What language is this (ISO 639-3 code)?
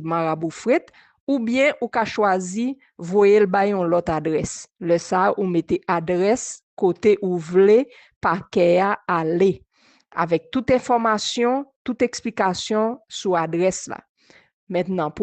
hat